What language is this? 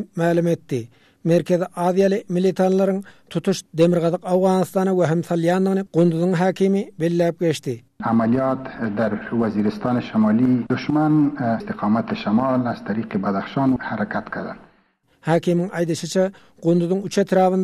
Turkmen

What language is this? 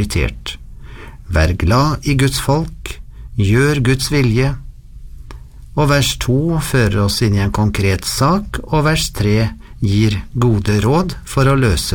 Norwegian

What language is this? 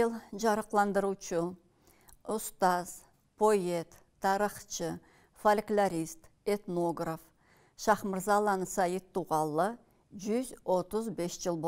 Karachay-Balkar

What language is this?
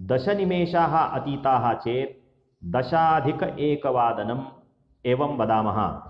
Sanskrit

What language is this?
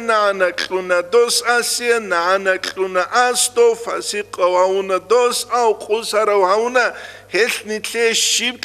Avaric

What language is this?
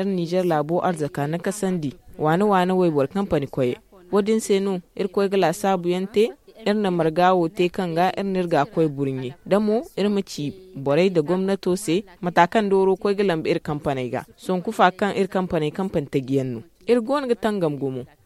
Zarma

